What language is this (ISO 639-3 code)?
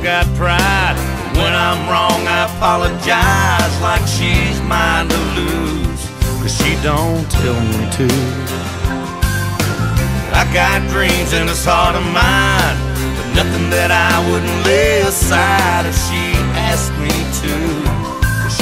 eng